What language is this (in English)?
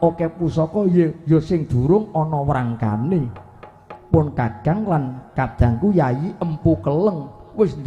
Javanese